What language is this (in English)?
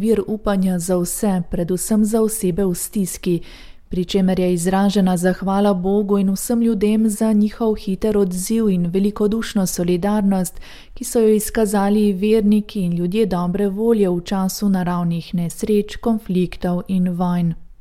Slovenian